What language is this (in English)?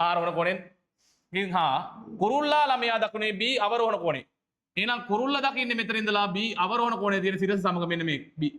Sinhala